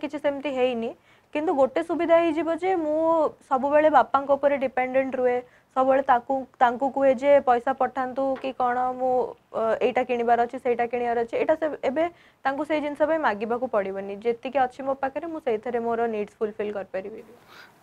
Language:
Odia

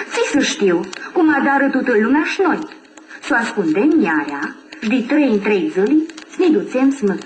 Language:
Aromanian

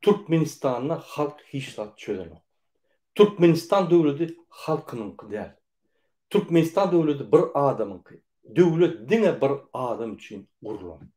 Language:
Turkmen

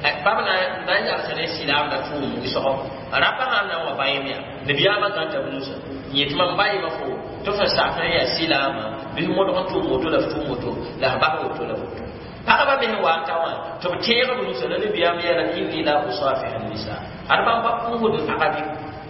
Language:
Mossi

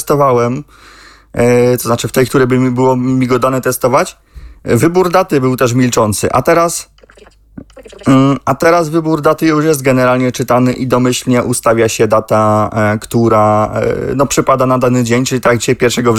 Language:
Polish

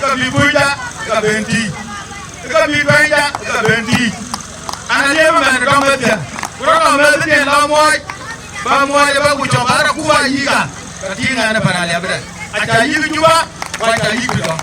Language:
Dinka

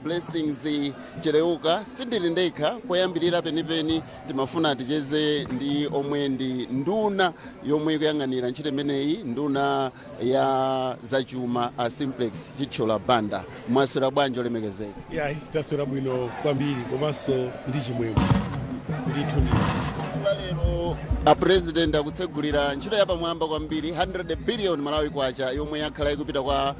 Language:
Nyanja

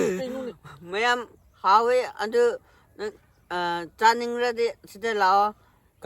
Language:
Manipuri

